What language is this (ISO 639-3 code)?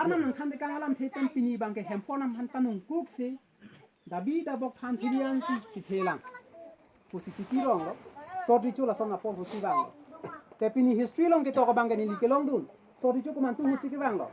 mjw